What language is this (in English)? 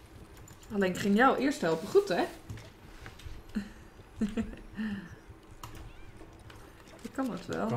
Dutch